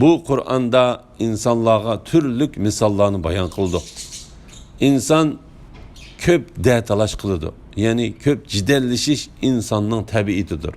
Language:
Uyghur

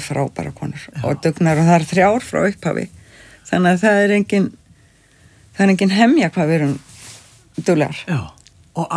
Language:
Icelandic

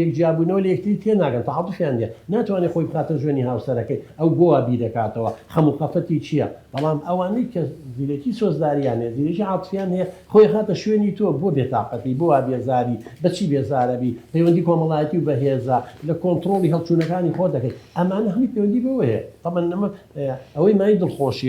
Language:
Central Kurdish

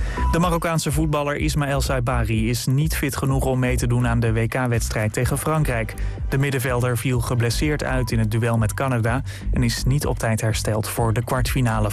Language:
Dutch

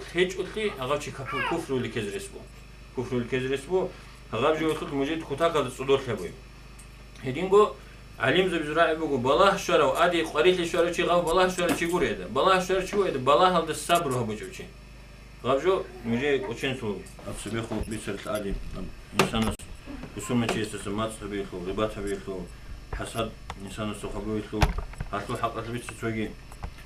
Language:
Avaric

